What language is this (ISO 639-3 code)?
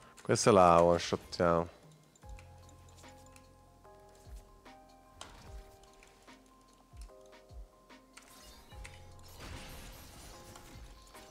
ita